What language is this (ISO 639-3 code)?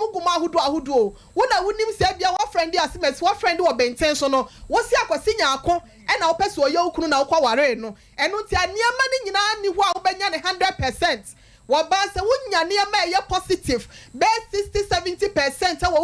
aka